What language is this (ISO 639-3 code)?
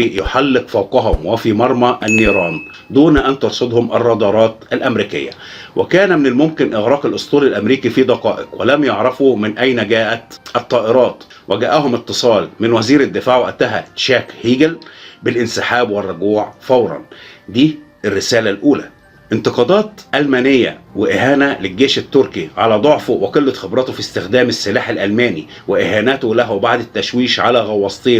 arz